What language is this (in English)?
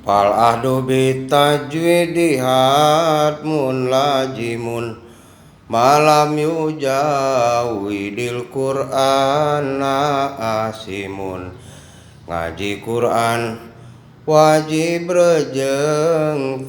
Sundanese